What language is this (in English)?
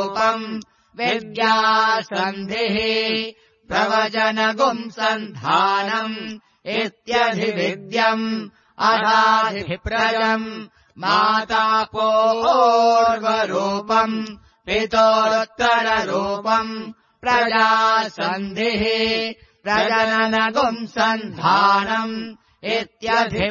Sanskrit